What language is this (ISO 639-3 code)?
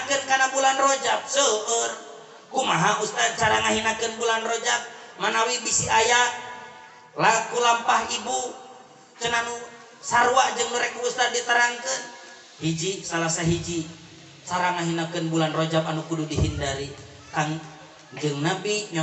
sun